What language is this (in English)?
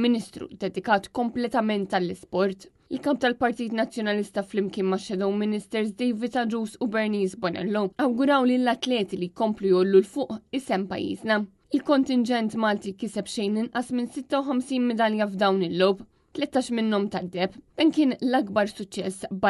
Maltese